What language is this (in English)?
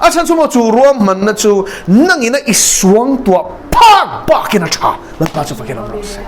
Mizo